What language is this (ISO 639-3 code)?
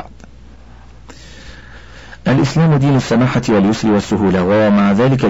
ara